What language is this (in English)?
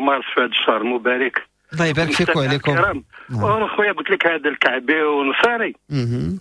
Moroccan Arabic